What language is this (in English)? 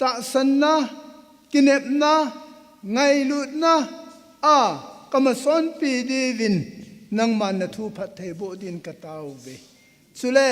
Thado Chin